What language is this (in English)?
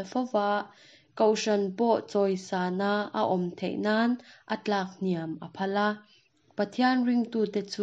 Mizo